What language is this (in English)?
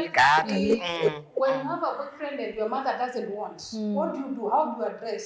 Kamba